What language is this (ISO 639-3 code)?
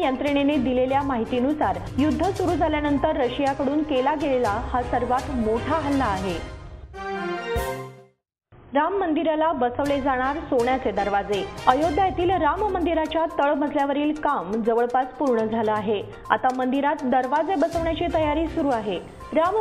mar